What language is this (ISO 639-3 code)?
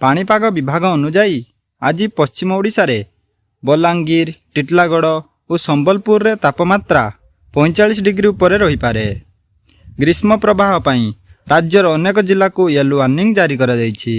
ori